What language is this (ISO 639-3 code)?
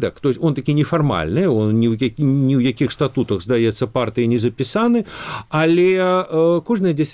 bel